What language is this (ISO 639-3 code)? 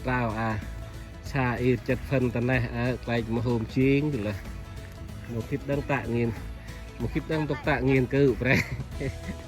cmo